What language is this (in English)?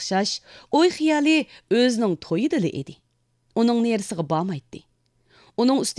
Uyghur